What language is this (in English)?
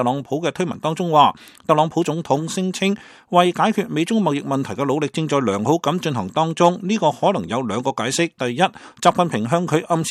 Cantonese